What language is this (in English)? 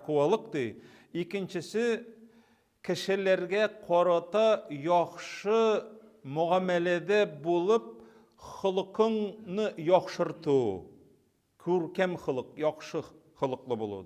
Tatar